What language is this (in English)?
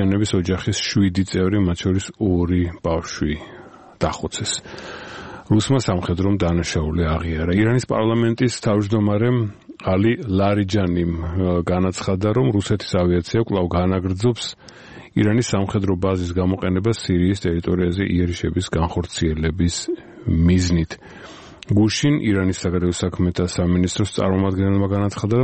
Georgian